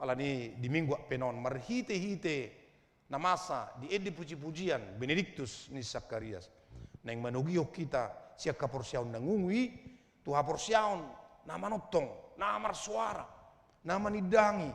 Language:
Batak Toba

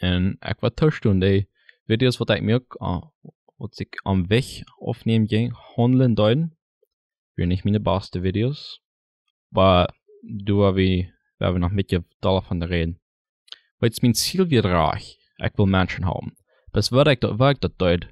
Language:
Plautdietsch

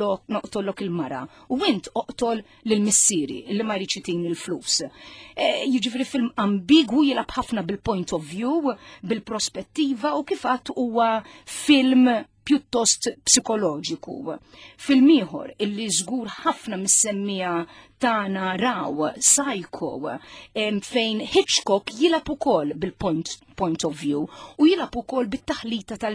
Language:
Maltese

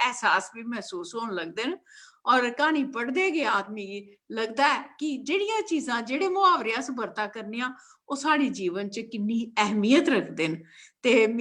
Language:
Dogri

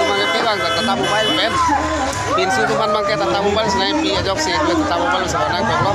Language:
Karbi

